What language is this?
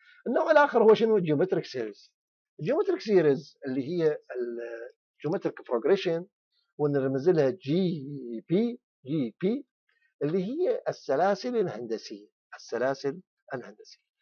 Mesopotamian Arabic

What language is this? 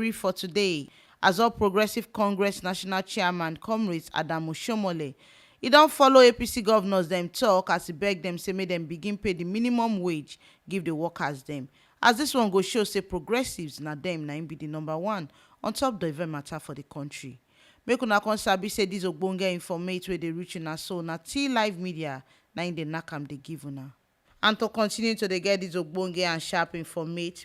Nigerian Pidgin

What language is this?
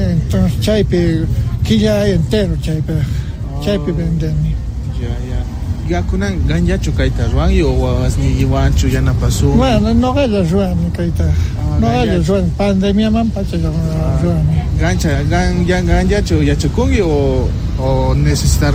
Quechua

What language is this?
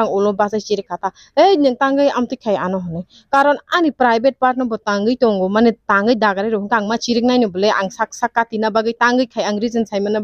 Kok Borok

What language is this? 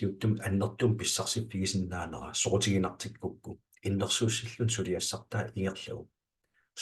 Kalaallisut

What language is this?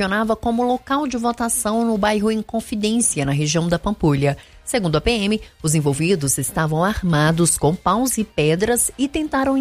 Portuguese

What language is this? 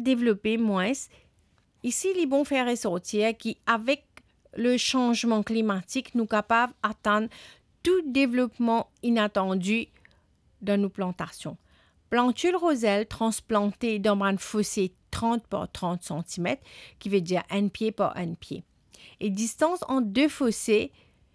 Morisyen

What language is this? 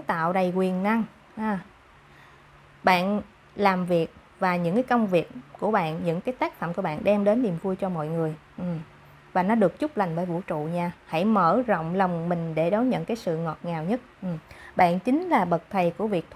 Vietnamese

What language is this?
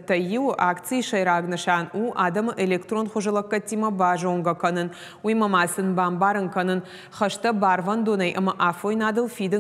Ossetic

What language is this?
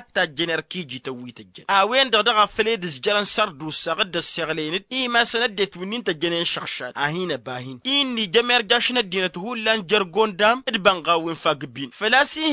Tamasheq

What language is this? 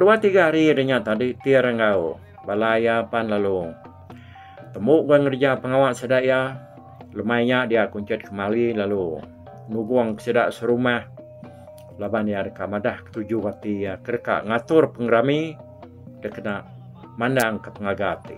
Iban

